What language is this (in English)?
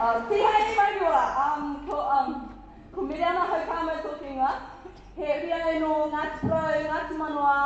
Māori